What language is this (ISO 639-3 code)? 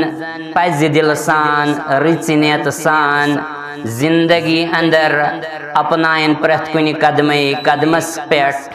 kas